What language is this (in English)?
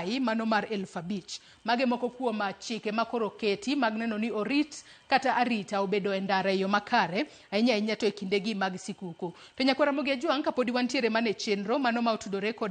Luo (Kenya and Tanzania)